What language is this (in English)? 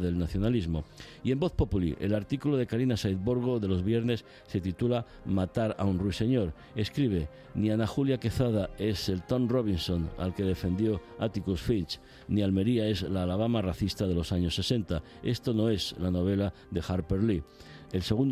Spanish